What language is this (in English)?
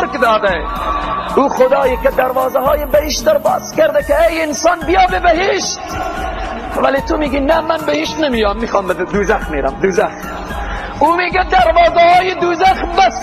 Tajik